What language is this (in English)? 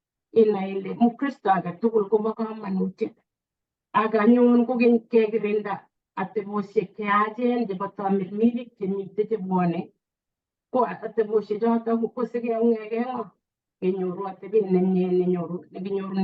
Kalenjin